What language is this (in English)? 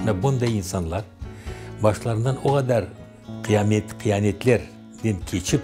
Crimean Tatar